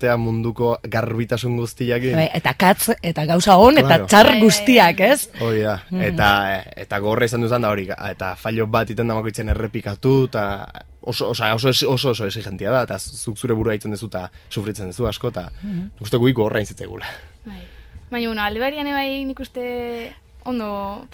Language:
Basque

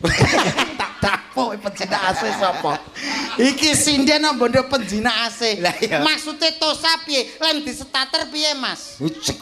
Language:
Javanese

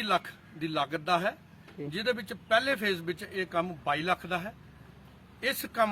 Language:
Dogri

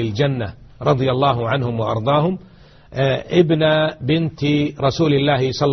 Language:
Arabic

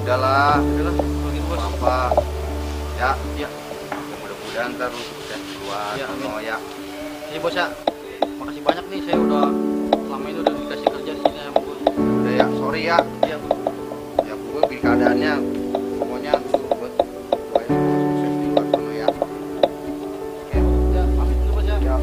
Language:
Betawi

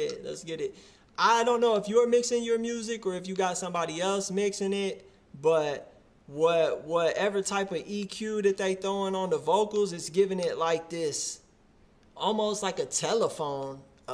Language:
English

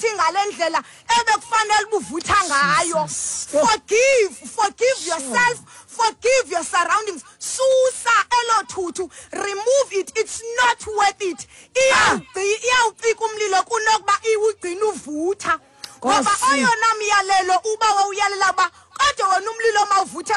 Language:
Xhosa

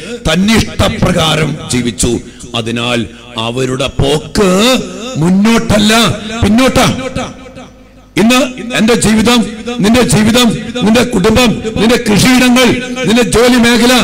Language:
Malayalam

